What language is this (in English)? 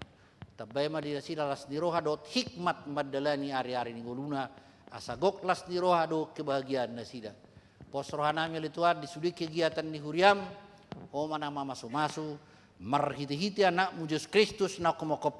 Batak Toba